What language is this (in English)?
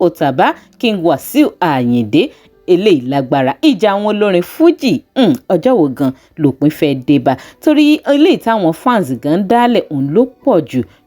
Yoruba